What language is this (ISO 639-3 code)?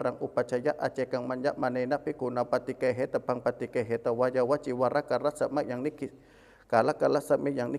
pli